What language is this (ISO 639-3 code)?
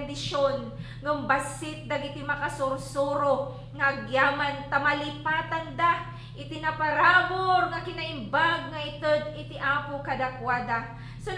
ilo